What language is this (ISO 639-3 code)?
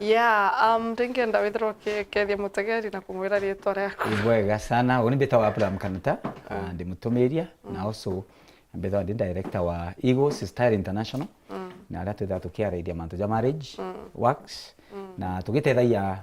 mer